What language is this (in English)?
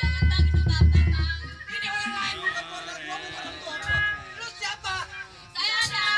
Betawi